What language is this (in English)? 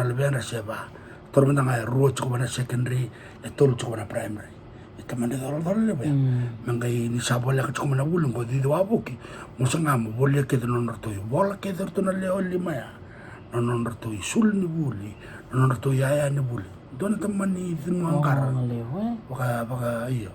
Fijian